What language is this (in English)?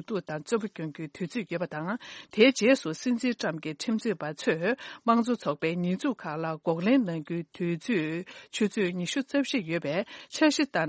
Tibetan